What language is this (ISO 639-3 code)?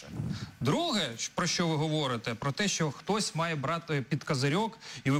ukr